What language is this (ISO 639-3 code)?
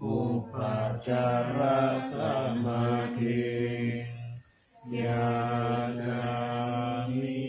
pli